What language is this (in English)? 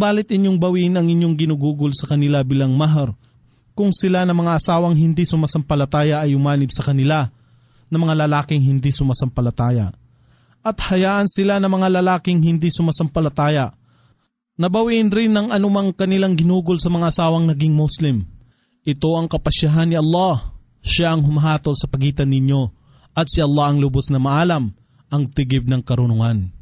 Filipino